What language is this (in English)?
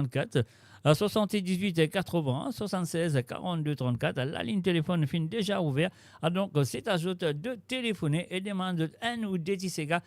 Morisyen